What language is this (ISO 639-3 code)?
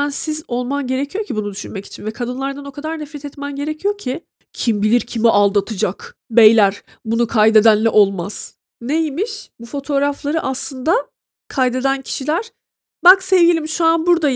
tur